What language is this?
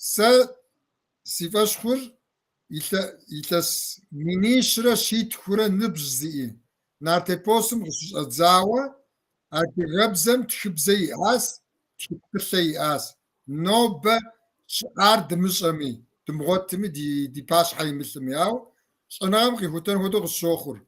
Kabardian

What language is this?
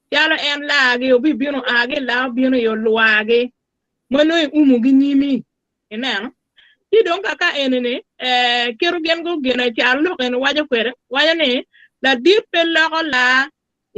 Acoli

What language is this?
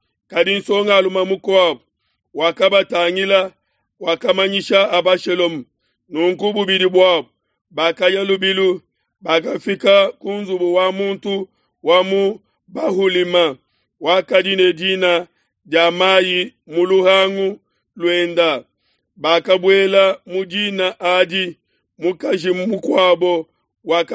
Luba-Lulua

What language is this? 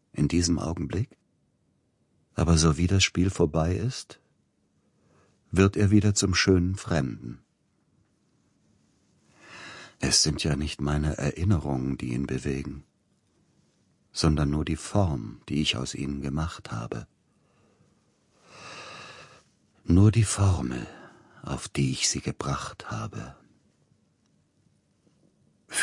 German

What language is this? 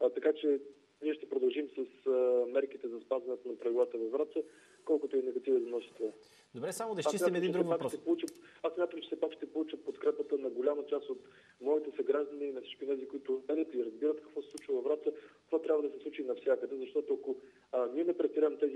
Bulgarian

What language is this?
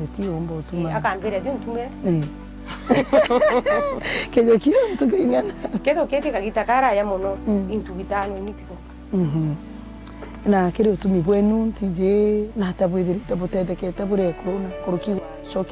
Meru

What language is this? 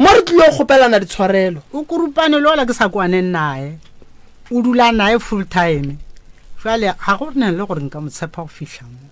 Northern Sotho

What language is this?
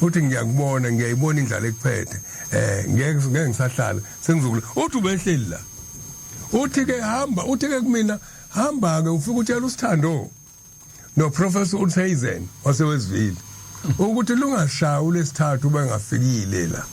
Zulu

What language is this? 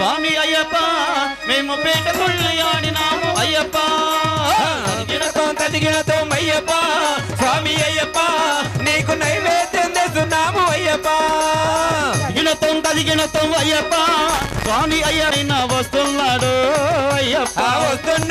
Telugu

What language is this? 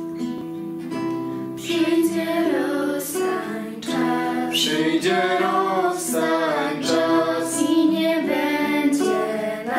Polish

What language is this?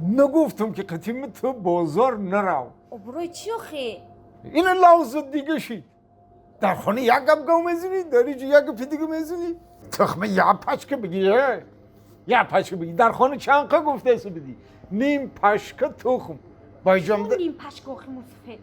Tajik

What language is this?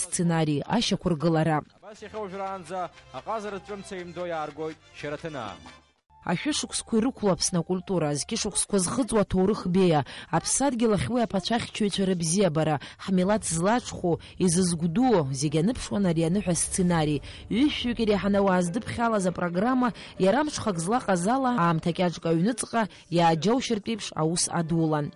Abkhazian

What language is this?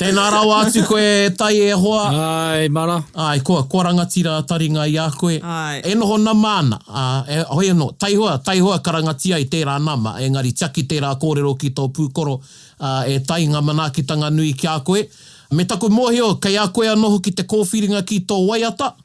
Māori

